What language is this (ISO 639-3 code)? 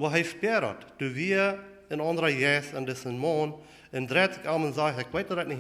pdt